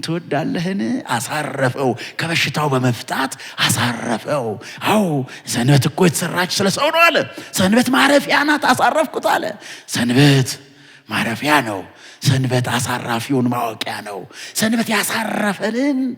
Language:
Amharic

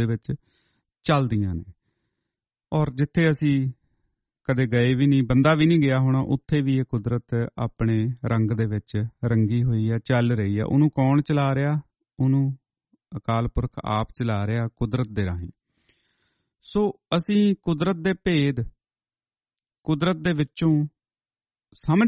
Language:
Punjabi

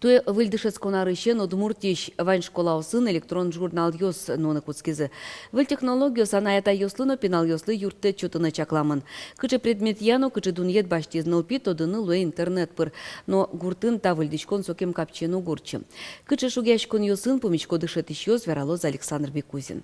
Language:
Udmurt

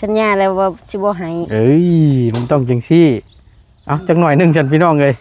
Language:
Northeastern Thai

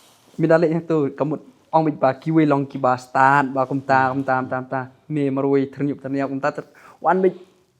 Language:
Khasi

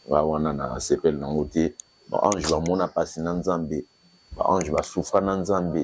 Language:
Lingala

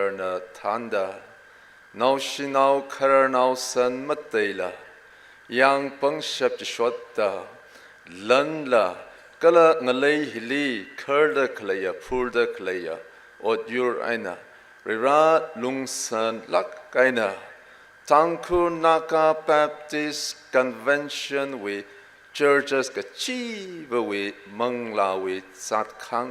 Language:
Tangkhul Naga (India)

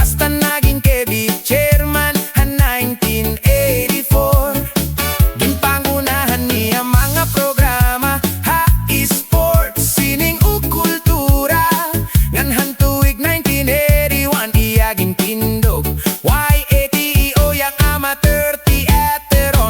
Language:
Waray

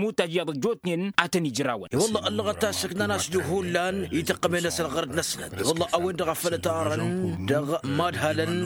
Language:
Tamasheq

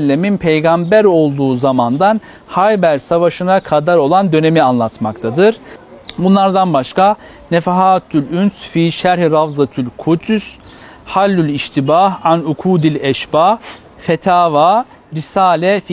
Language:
Turkish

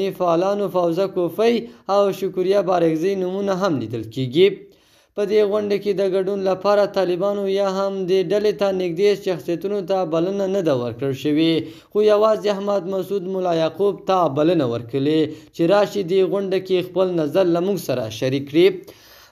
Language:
Pashto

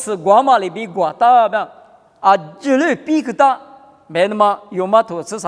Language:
Lisu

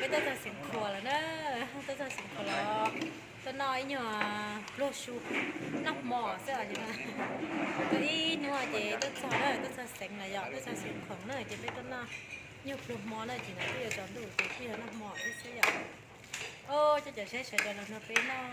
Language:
Hmong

